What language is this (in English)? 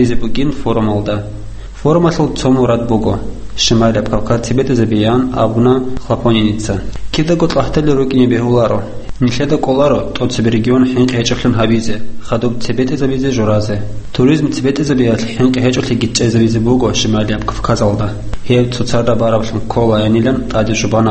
Avaric